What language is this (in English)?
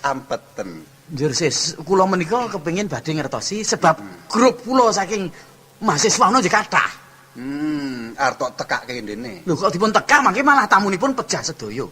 Javanese